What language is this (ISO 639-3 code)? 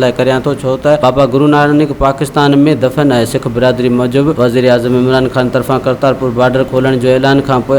snd